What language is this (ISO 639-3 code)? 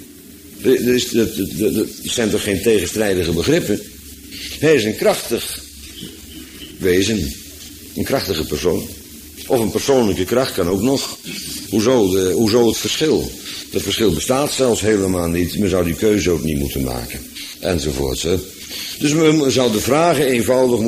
nld